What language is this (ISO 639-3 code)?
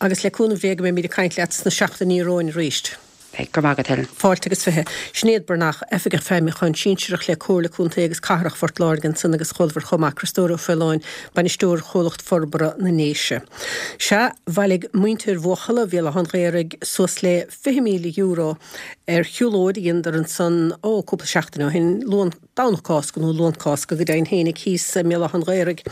gle